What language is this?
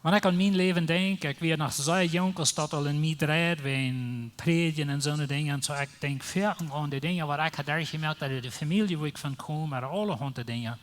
Plautdietsch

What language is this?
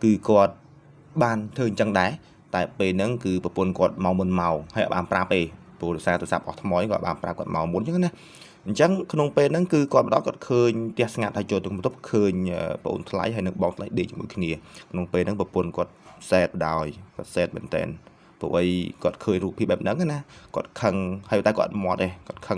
Khmer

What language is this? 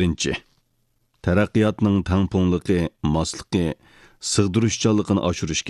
Uyghur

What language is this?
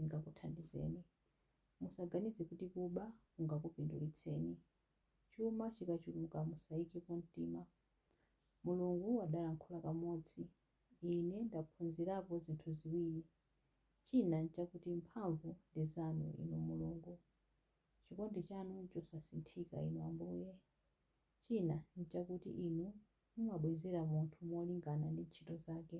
Nyanja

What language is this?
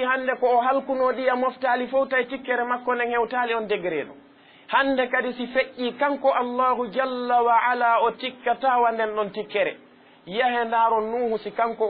Fula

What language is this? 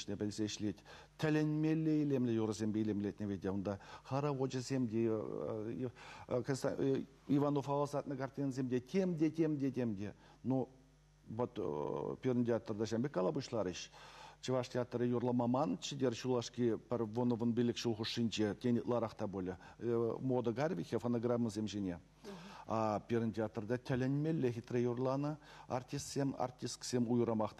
Chuvash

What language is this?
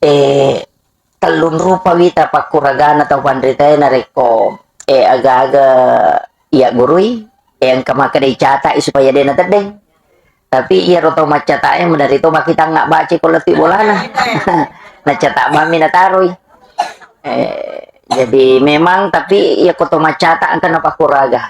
Buginese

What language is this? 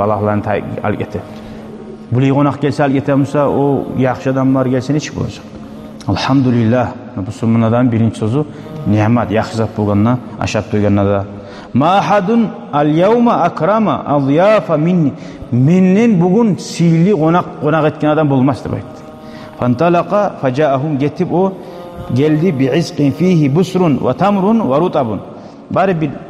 Kumyk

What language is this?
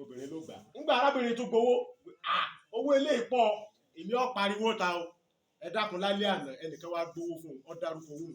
Yoruba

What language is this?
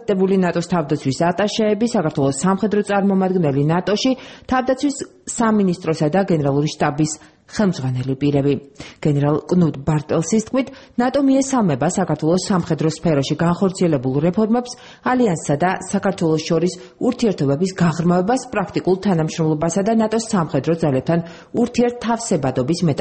Georgian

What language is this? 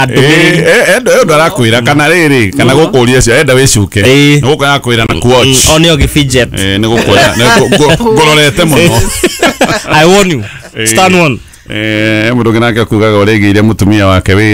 Kikuyu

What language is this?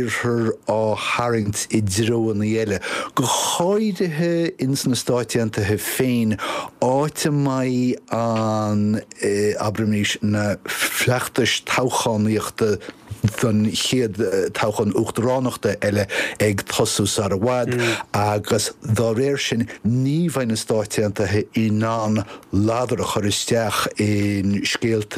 Irish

